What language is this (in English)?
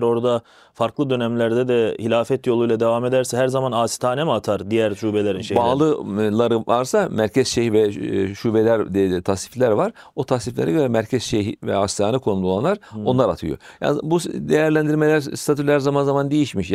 Turkish